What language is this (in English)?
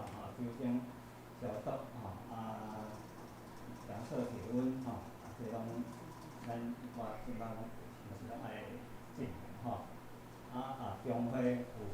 Min Nan Chinese